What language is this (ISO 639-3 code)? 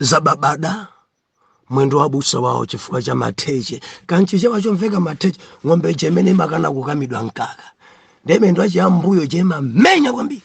nya